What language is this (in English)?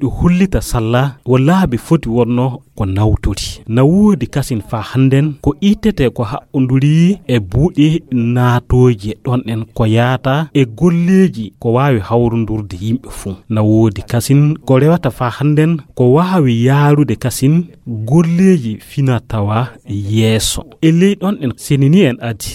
Fula